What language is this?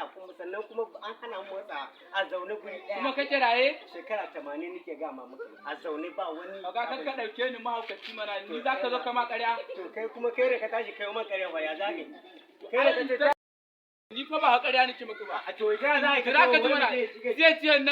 Hausa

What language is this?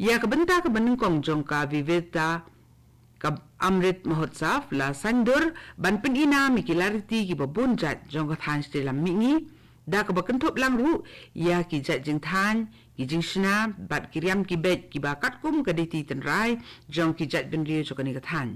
Khasi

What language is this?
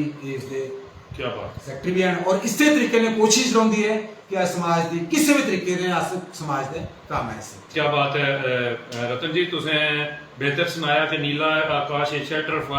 Dogri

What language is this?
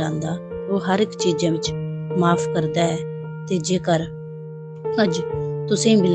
Dogri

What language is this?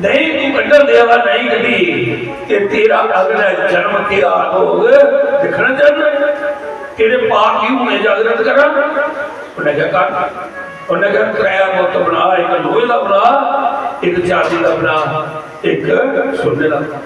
Dogri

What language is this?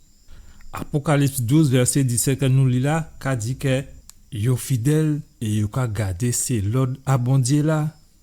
Guadeloupean Creole French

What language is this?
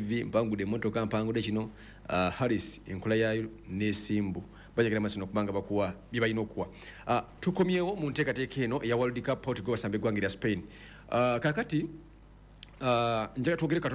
Ganda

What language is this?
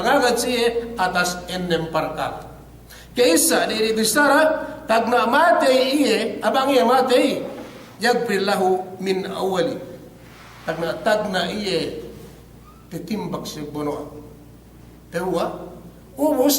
Yakan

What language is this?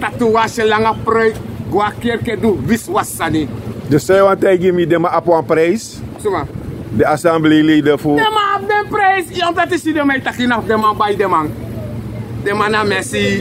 Sranan Tongo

